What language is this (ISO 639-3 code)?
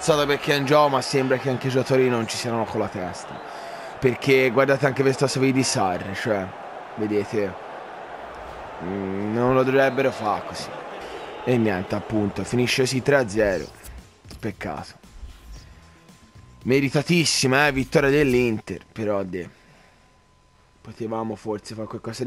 ita